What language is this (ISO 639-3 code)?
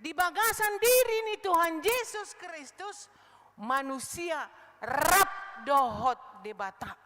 bbc